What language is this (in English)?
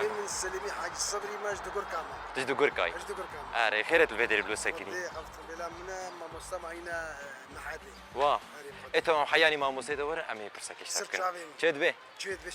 Kurdish